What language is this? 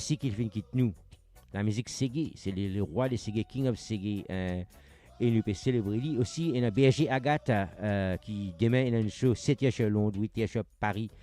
Morisyen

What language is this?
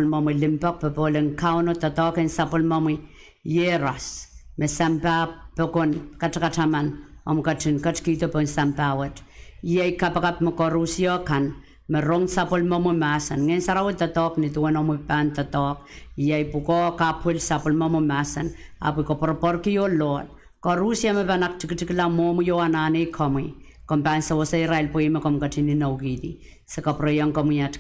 Pohnpeian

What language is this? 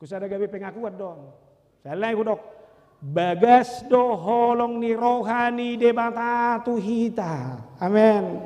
Batak Toba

